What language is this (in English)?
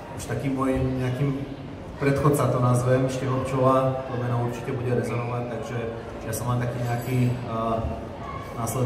Slovak